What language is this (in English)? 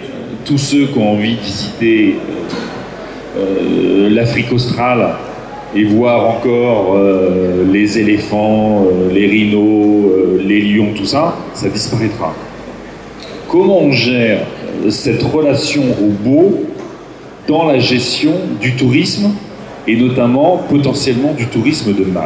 French